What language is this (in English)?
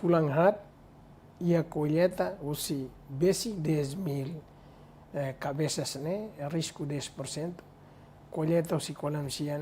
Tetum